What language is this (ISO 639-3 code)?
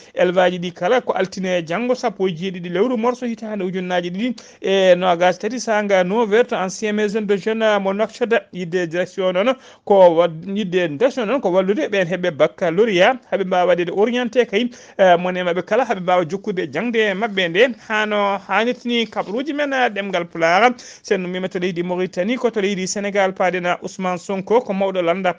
ful